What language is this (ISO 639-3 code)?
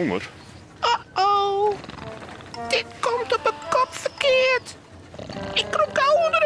fry